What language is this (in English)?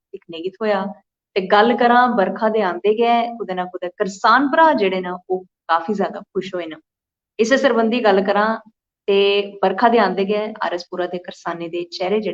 Dogri